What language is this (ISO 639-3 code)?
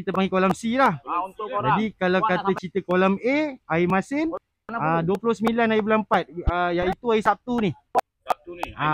msa